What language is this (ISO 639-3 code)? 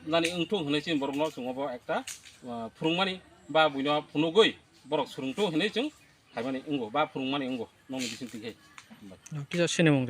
trp